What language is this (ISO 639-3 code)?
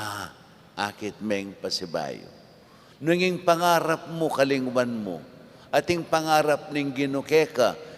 pam